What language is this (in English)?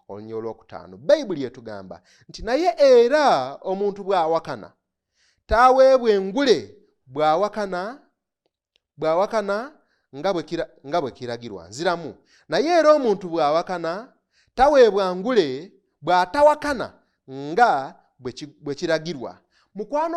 Ganda